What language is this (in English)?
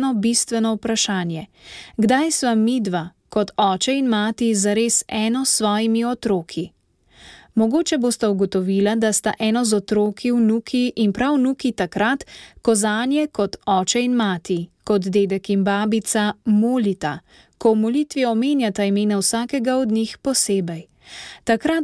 Slovenian